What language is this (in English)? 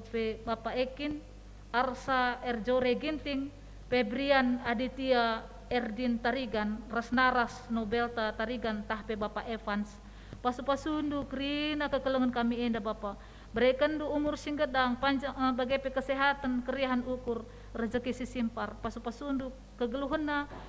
Batak Karo